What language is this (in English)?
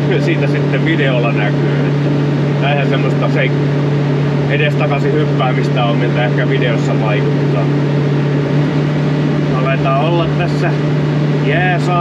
Finnish